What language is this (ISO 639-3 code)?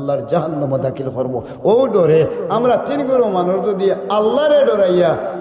syl